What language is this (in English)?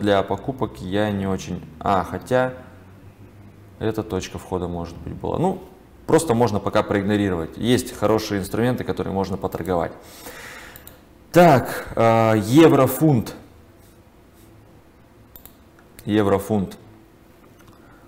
Russian